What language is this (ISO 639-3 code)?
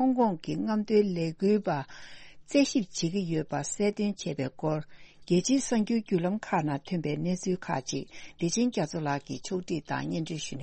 bod